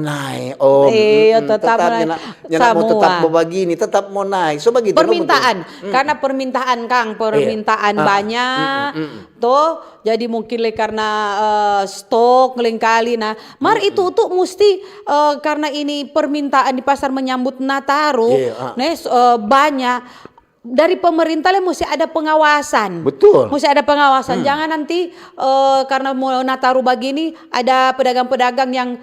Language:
Manado Malay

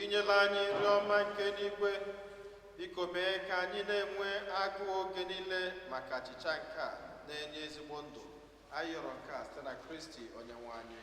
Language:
Igbo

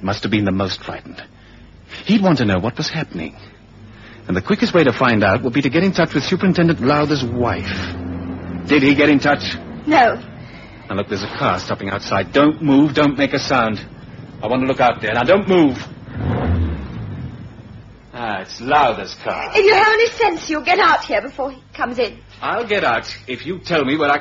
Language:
English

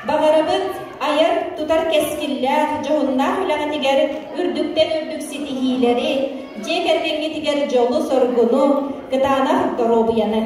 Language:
Yakut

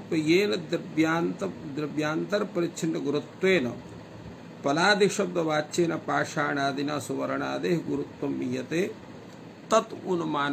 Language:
Sanskrit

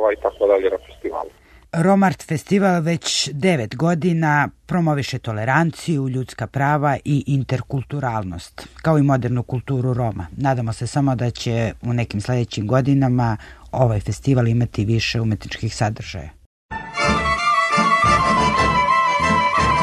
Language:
Serbian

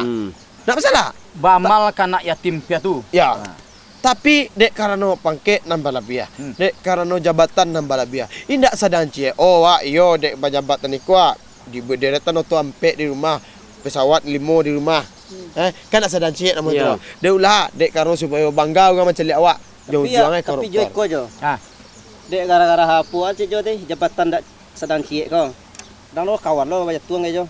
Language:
Minangkabau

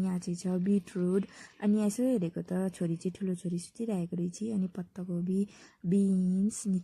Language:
Nepali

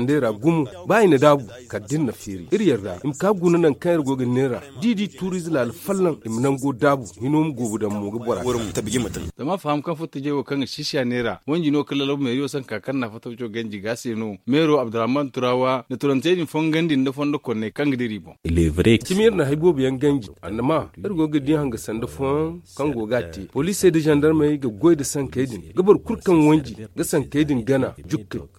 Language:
Zarma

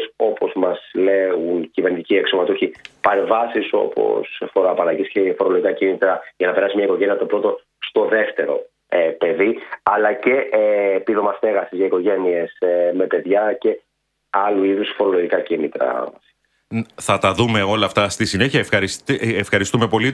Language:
Greek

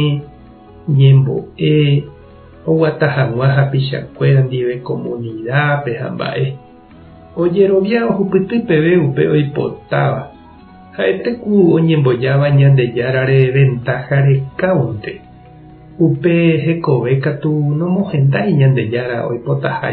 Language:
Guarani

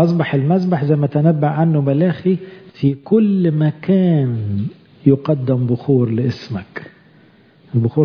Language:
Egyptian Arabic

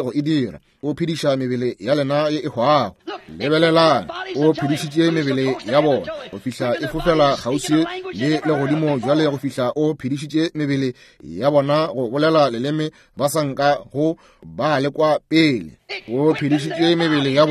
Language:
Northern Sotho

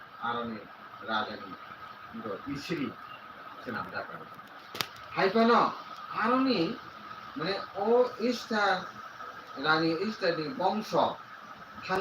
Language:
Kok Borok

